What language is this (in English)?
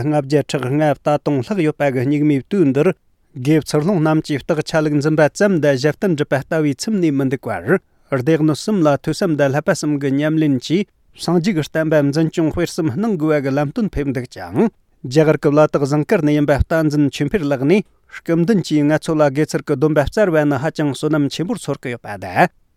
Tibetan